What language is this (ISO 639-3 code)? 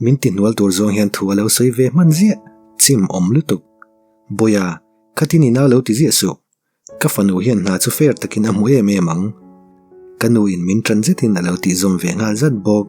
lus